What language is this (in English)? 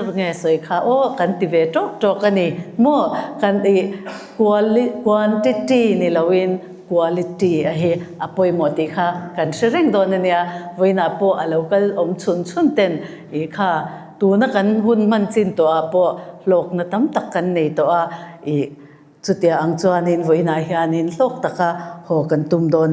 Mizo